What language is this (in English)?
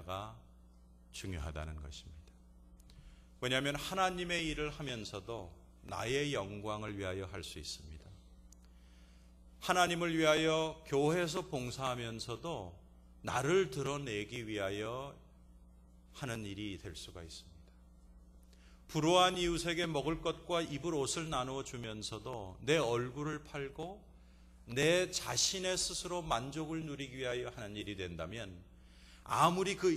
Korean